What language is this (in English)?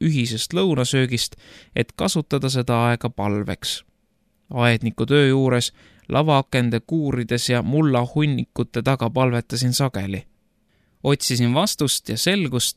Estonian